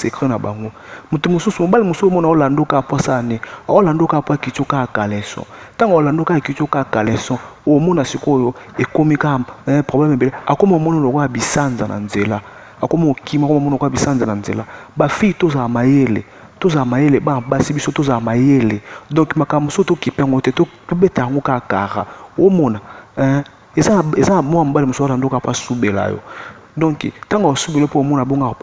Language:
Lingala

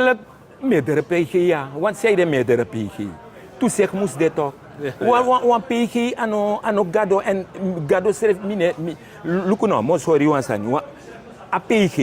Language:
Sranan Tongo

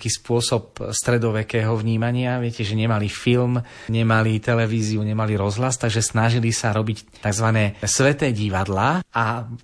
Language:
Slovak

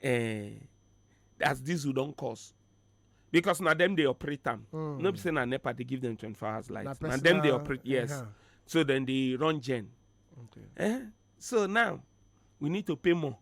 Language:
Nigerian Pidgin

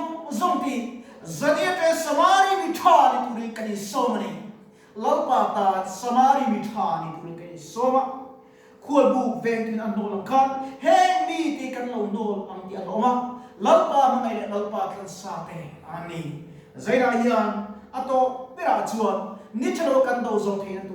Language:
Mizo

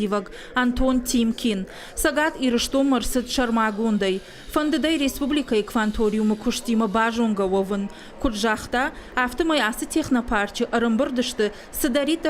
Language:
Ossetic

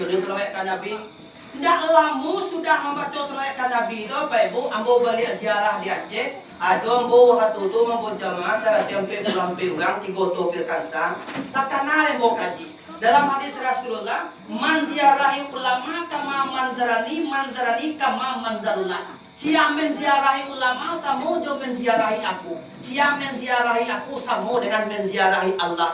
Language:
Minangkabau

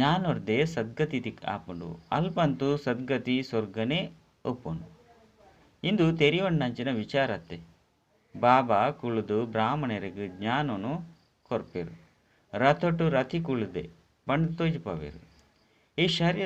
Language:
Tulu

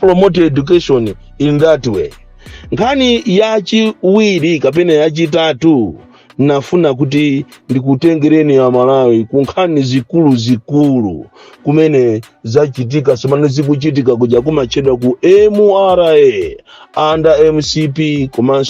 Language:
Nyanja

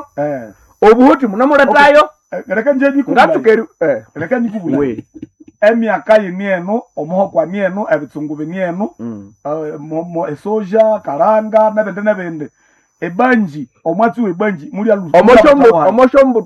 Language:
Nande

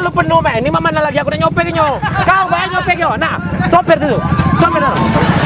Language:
Musi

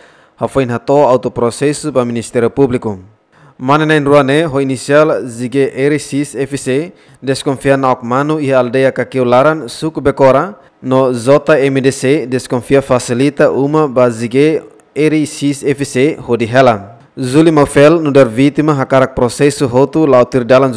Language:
Tetum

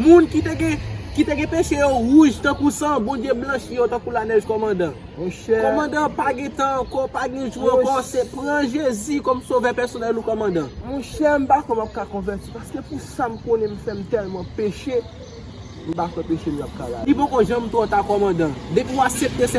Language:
Haitian Creole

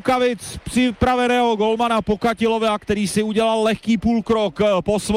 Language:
Czech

